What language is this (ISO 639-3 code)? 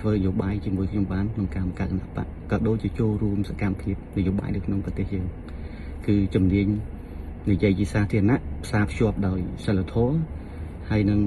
khm